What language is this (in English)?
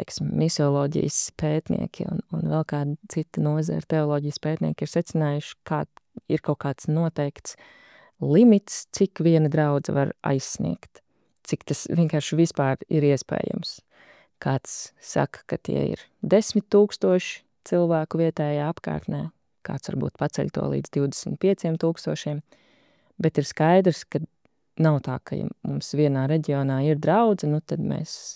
Latvian